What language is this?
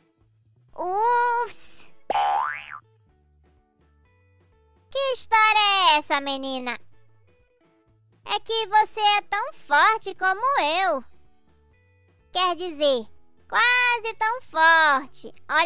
Portuguese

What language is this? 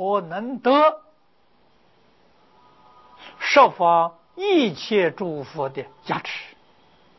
Chinese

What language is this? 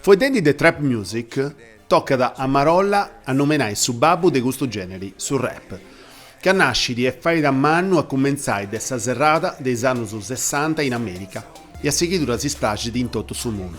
Sardinian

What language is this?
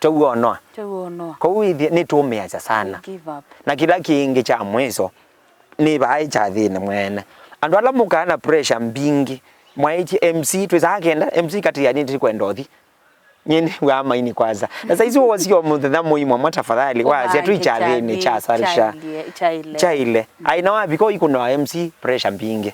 Kamba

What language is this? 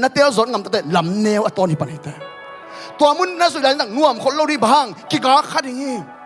Tedim Chin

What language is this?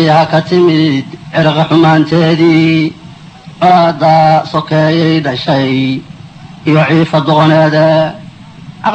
Somali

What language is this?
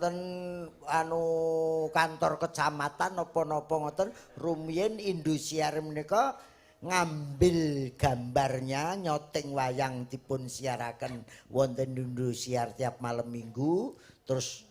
Javanese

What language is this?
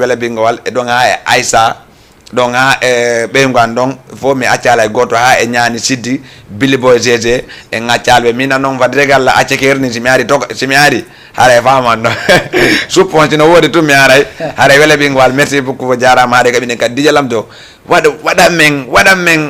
Fula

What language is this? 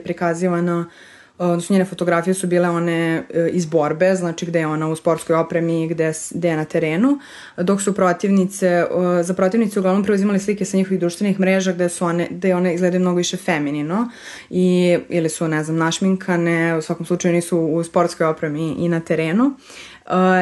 Serbian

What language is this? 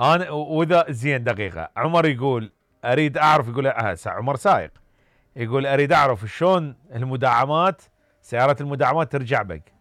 Mesopotamian Arabic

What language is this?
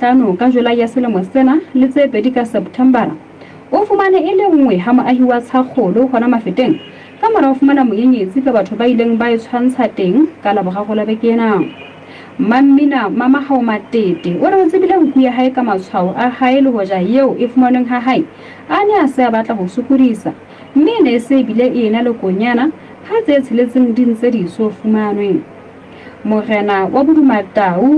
Southern Sotho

